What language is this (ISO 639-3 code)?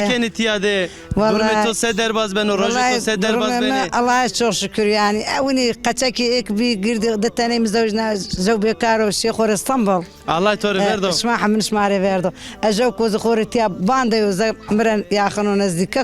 zza